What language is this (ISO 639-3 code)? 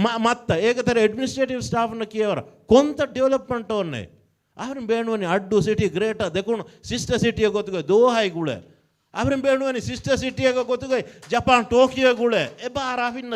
div